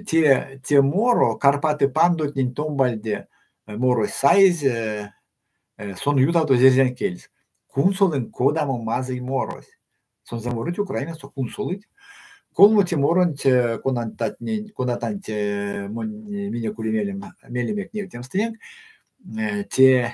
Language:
Erzya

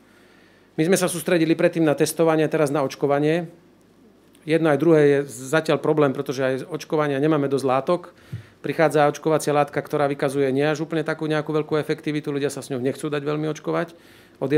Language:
Slovak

